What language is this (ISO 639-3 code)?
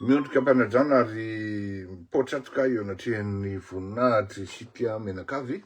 mlg